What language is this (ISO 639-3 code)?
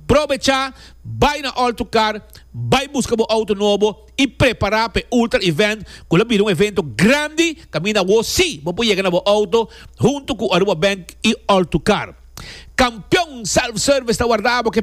pap